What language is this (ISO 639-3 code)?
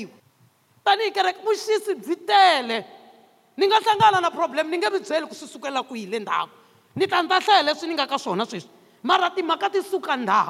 tso